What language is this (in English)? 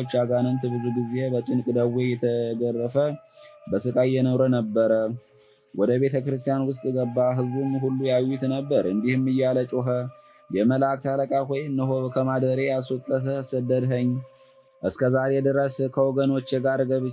Amharic